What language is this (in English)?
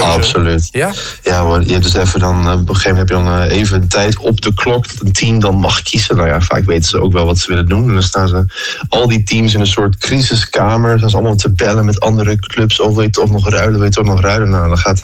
Dutch